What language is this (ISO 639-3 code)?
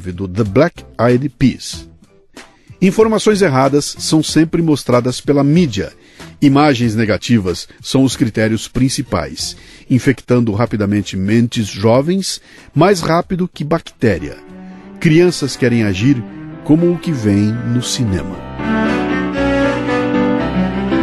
por